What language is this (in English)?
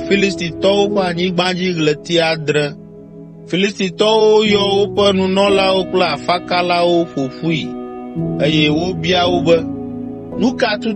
Ewe